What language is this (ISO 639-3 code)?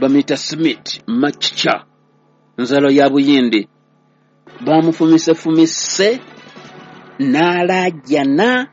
lug